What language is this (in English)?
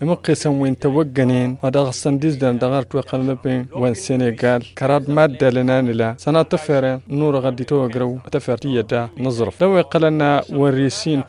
Tamasheq